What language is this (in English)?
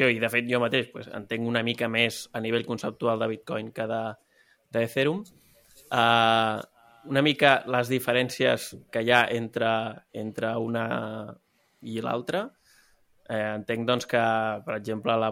Catalan